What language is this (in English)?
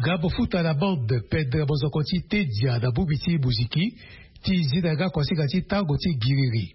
Sango